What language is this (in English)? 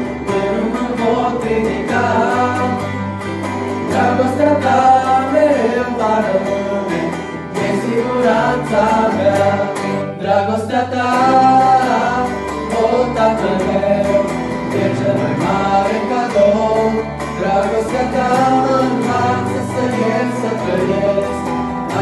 Romanian